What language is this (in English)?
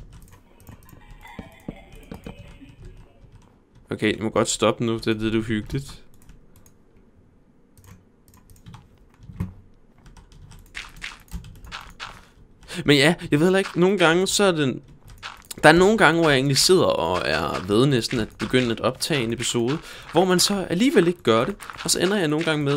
Danish